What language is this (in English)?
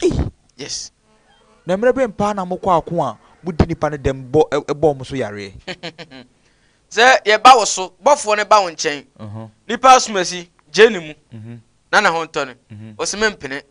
Akan